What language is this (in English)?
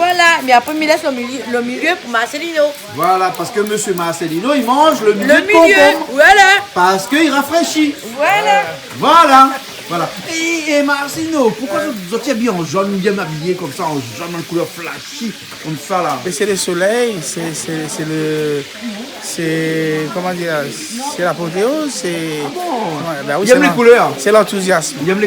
Réunion Creole French